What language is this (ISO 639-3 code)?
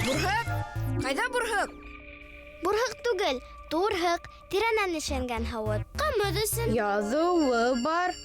bak